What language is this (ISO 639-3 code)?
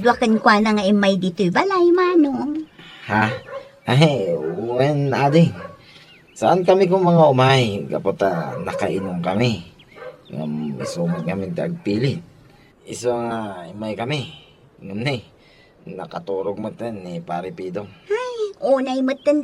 ilo